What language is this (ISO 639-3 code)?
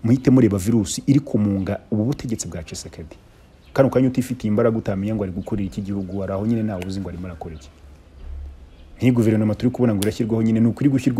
kin